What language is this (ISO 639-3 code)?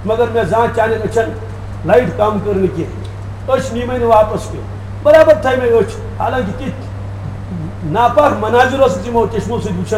kas